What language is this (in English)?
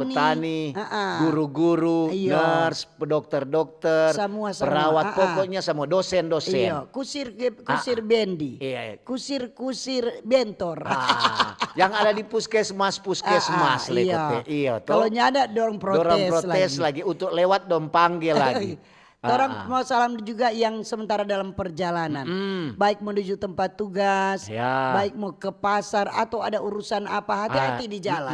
Manado Malay